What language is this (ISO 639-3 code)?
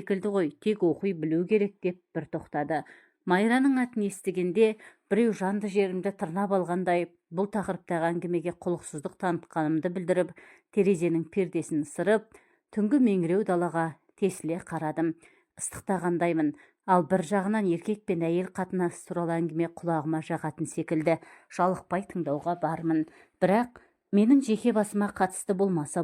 kaz